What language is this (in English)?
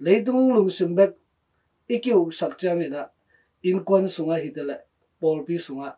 Tedim Chin